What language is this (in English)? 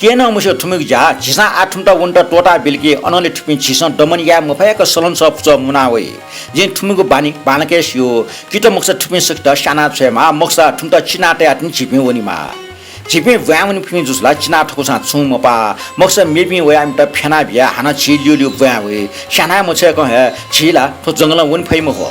Newari